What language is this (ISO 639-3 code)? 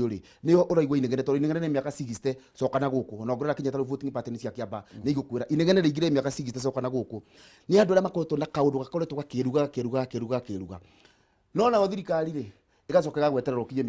kik